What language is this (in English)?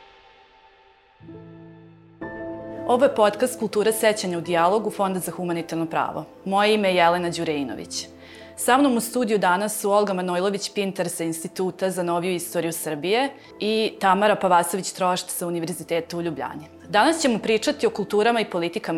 Serbian